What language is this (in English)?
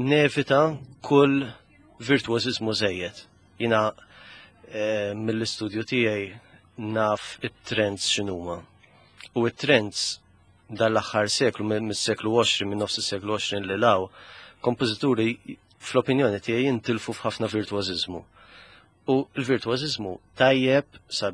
Maltese